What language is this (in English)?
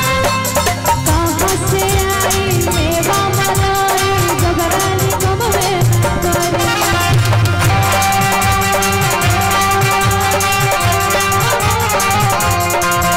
Bhojpuri